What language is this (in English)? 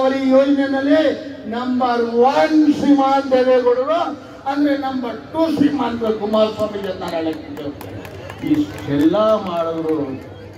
Kannada